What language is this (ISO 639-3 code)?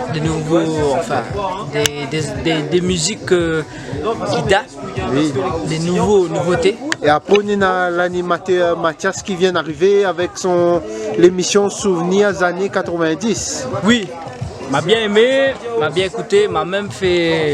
rcf